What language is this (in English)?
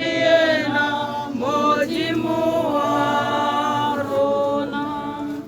Tswana